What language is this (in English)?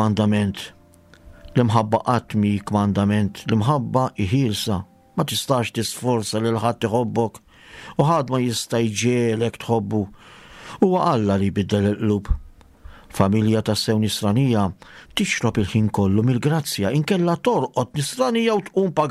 Maltese